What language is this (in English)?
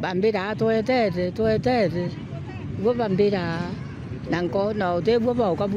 Meru